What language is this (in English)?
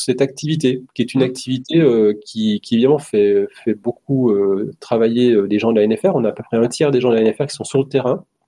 French